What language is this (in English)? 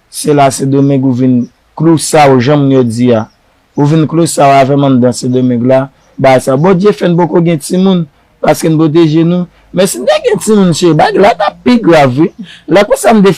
Haitian Creole